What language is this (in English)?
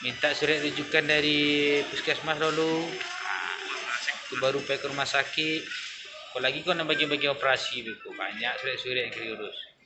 Minangkabau